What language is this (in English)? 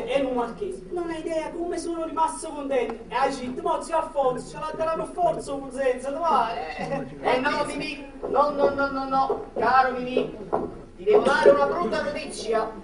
Neapolitan